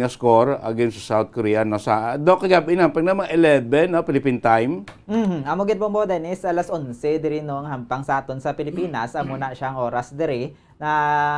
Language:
Hiligaynon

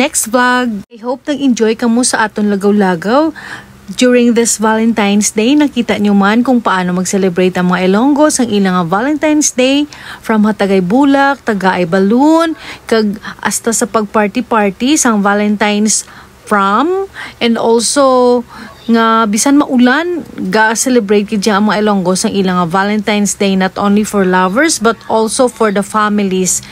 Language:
Hiligaynon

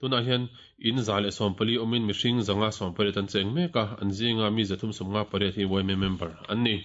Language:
Mizo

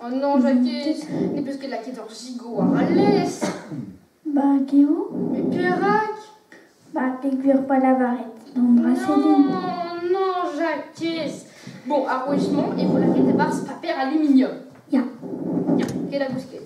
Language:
Breton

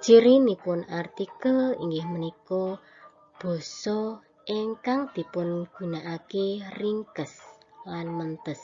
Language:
Javanese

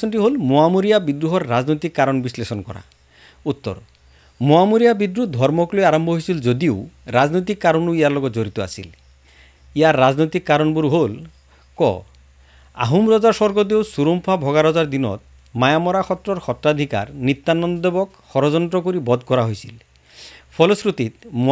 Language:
Assamese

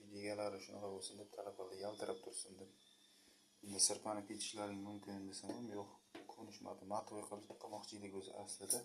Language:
Uzbek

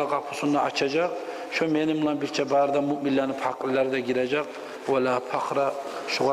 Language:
Kumyk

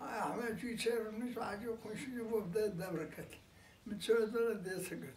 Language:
Kurdish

